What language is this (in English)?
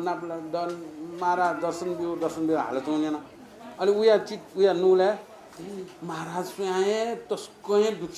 Newari